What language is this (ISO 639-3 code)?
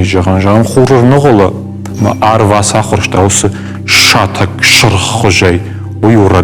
oss